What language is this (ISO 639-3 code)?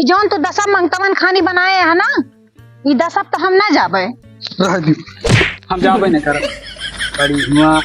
awa